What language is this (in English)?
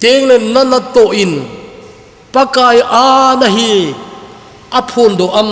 Thado Chin